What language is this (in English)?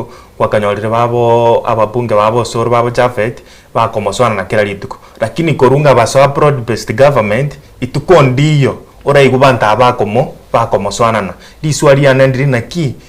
Gusii